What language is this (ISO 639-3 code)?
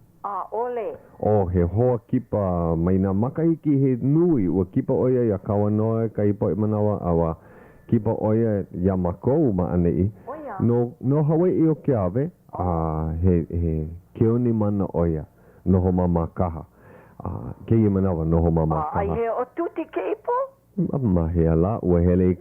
haw